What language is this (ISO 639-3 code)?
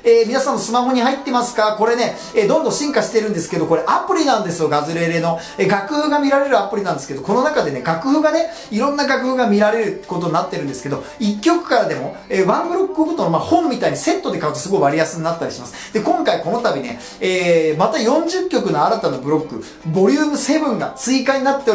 jpn